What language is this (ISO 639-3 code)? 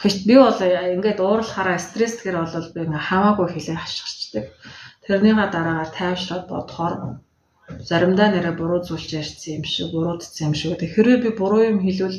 mon